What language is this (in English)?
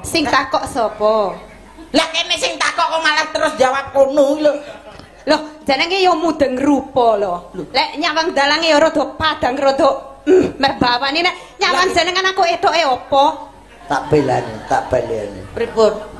Javanese